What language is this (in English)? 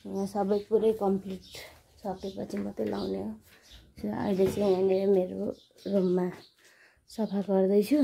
Nepali